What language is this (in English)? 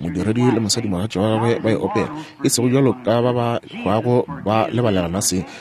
Northern Sotho